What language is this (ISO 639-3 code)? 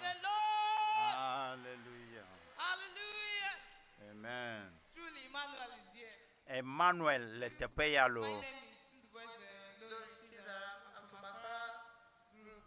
ewe